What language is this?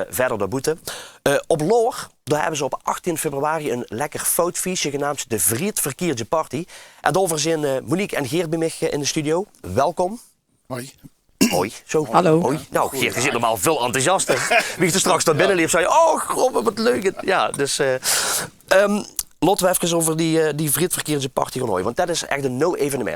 Limburgish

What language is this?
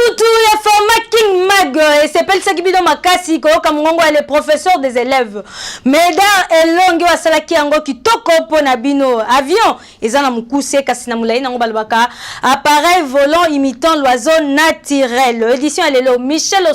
Lingala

